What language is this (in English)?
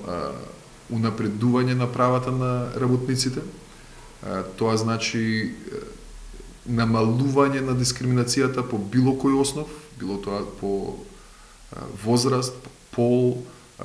Macedonian